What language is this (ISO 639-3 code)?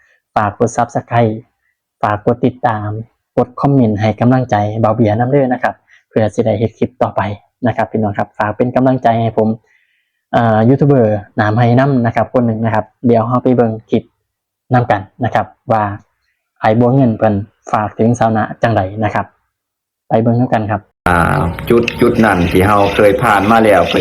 lao